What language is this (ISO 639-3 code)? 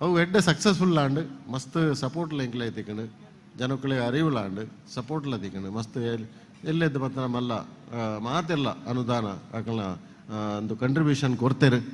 tcy